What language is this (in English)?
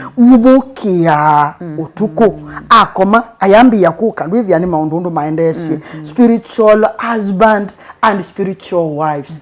Kamba